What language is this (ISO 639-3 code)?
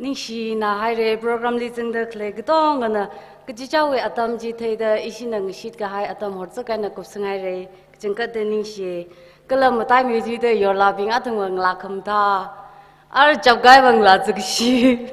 nmf